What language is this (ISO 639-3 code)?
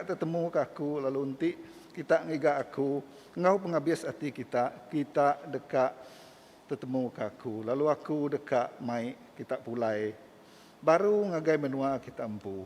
iba